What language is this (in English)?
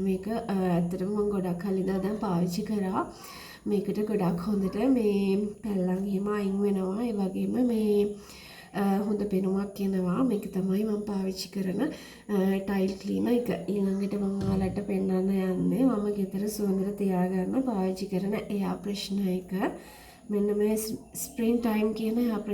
Sinhala